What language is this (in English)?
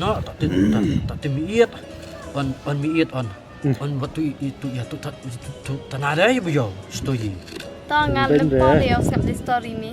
Khasi